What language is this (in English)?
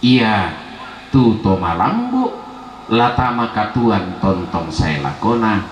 Toraja-Sa'dan